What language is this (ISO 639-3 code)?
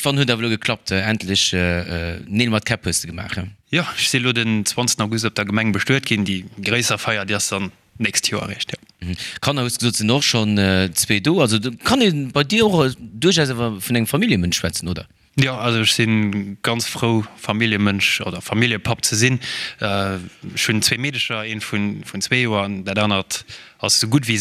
ltz